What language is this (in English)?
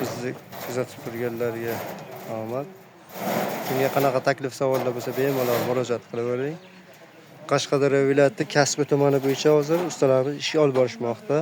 Uzbek